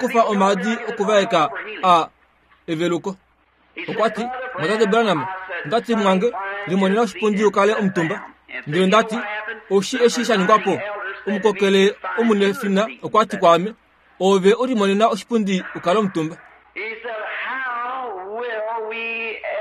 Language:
Kuanyama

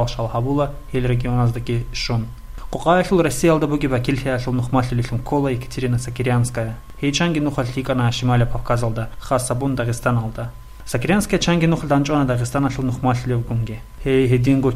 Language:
Avaric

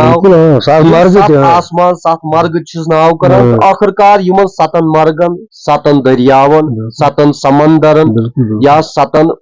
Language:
Kashmiri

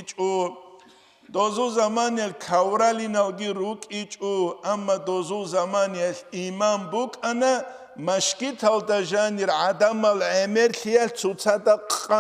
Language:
Avaric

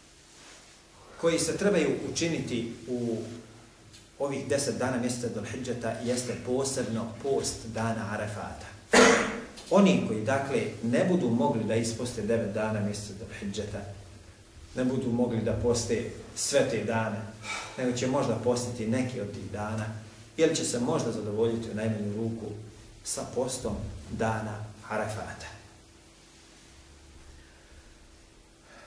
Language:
Bosnian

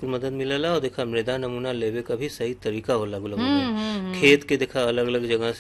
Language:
Bhojpuri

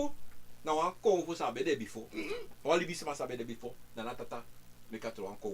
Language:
Sranan Tongo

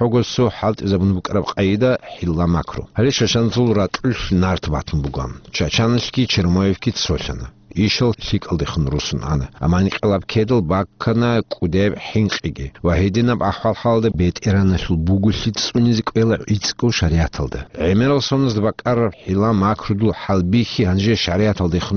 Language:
Avaric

